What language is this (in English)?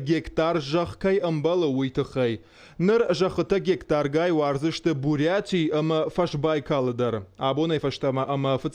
Ossetic